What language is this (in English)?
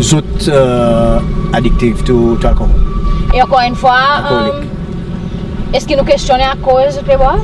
Seselwa Creole French